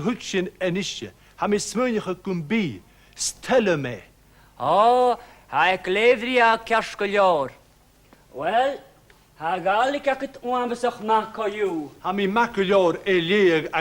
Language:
Scottish Gaelic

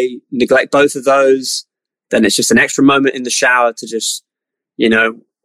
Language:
English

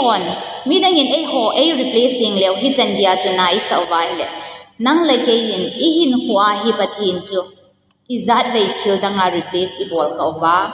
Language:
Thado Chin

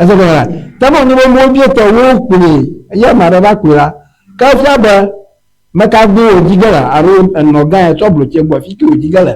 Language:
Ewe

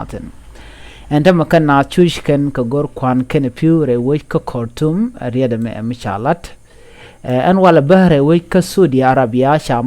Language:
Nuer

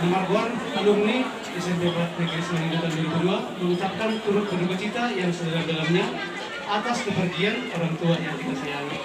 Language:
Batak Toba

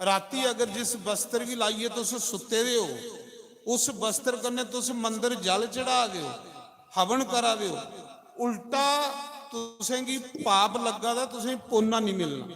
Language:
Dogri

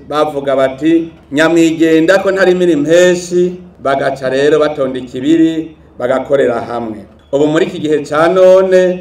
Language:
Rundi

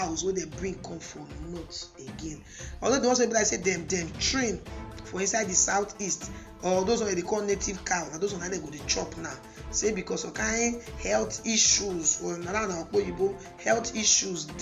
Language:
Nigerian Pidgin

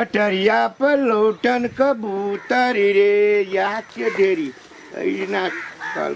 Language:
Maithili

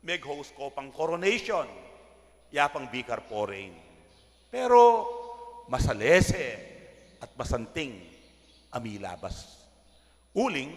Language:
Pampanga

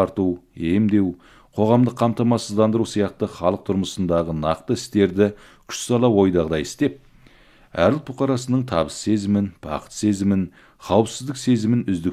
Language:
Kazakh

